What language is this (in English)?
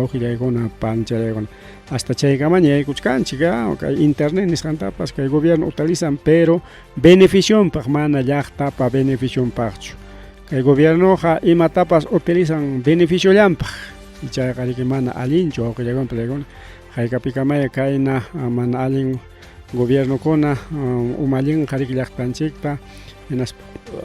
Ayacucho Quechua